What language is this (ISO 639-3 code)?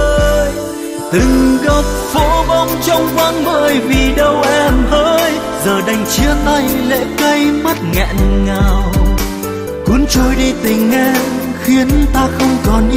vie